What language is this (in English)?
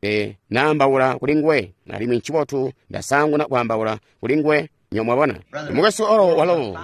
Tonga (Zambia)